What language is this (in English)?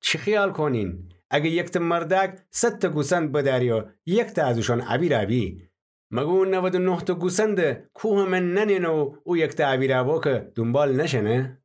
Gilaki